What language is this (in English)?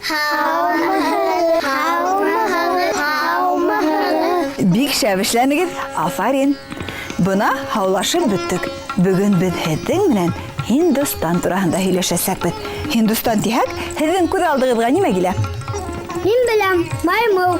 Bashkir